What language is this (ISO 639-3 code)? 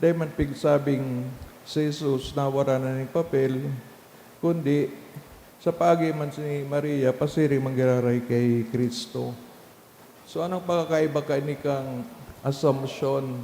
bik